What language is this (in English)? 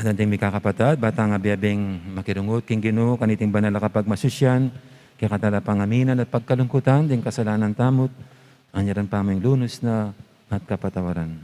Pampanga